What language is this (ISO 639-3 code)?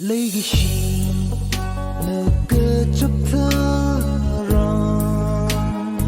nmf